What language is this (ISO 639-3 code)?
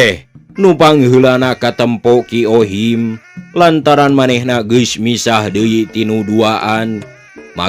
sun